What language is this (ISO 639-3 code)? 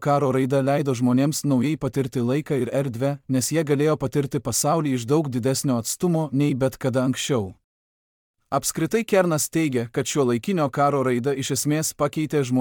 lit